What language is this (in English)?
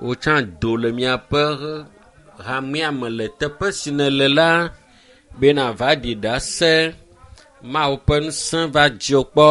Ewe